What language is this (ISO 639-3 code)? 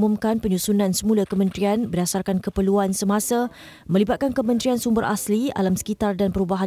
msa